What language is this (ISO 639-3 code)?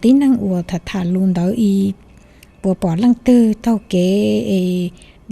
hmn